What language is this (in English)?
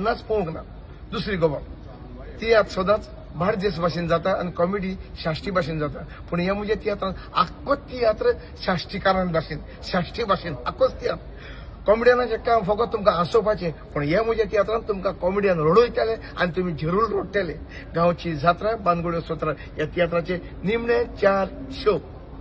Konkani